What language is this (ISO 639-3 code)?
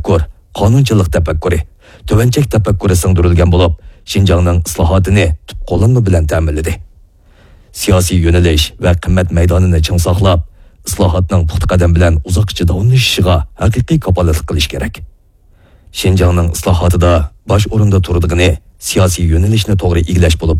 uig